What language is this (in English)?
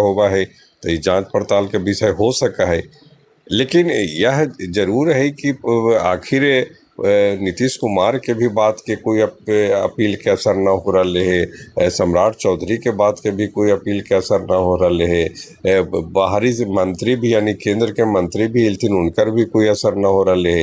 Magahi